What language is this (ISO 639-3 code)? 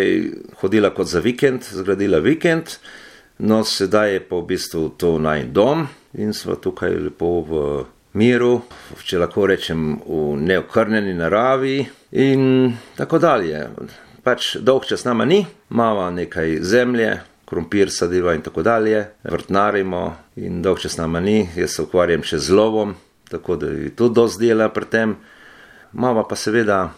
slv